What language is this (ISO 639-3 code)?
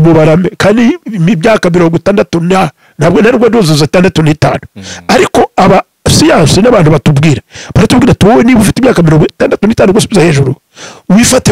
kin